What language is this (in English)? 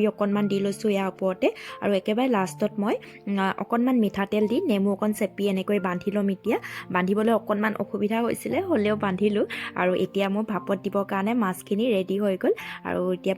Assamese